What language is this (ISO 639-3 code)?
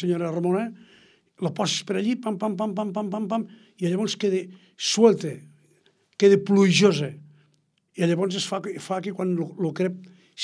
cat